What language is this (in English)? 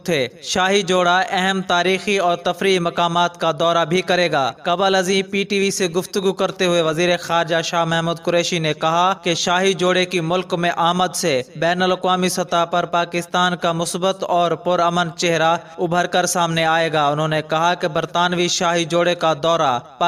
Urdu